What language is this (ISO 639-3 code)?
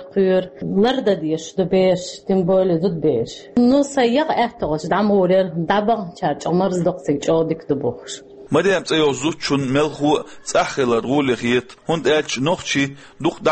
che